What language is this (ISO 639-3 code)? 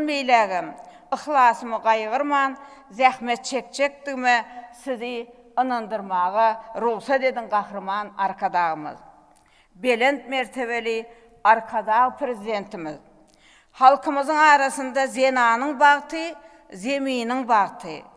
tuk